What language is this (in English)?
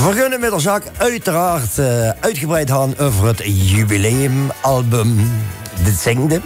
Limburgish